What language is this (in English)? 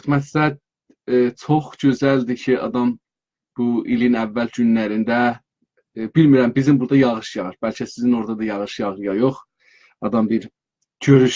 South Azerbaijani